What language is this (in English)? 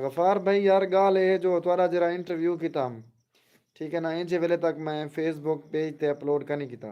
Saraiki